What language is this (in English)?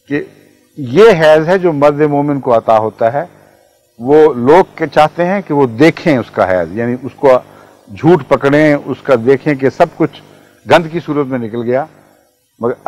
Urdu